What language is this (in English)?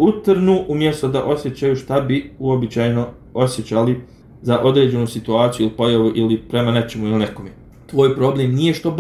Bosnian